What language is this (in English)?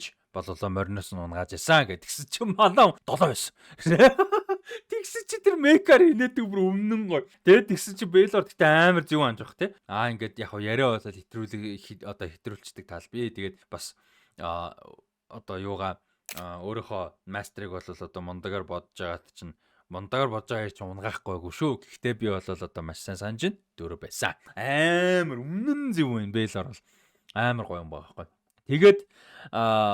Mongolian